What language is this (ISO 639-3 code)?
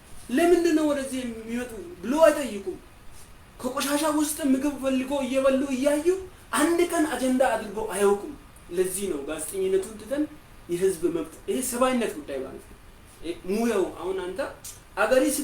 amh